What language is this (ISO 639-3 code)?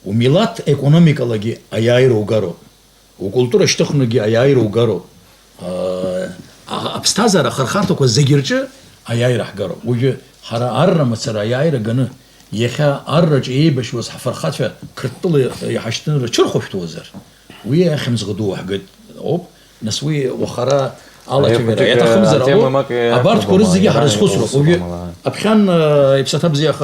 abk